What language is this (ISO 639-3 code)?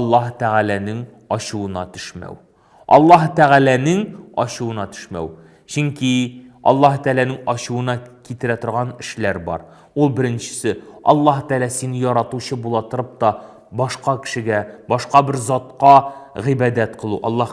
tat